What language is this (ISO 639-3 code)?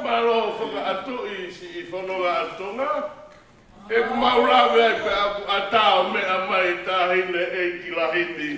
ton